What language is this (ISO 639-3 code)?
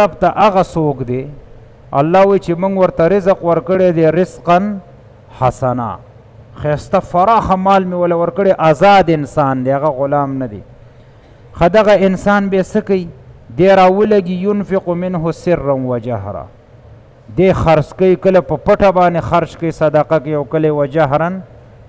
pus